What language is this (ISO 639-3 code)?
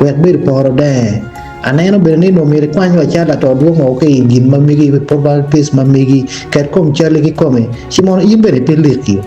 ach